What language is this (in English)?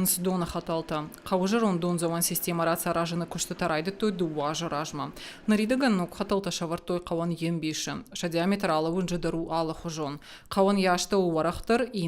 Ossetic